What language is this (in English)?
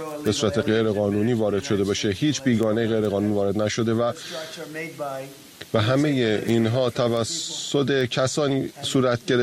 Persian